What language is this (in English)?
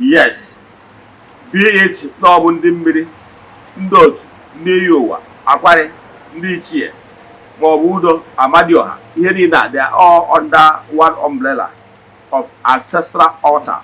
Igbo